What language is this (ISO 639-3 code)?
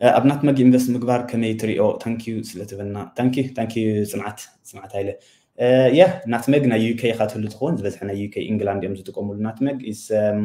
tir